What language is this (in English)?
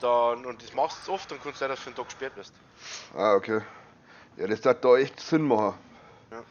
Bavarian